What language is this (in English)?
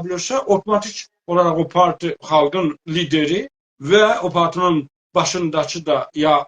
South Azerbaijani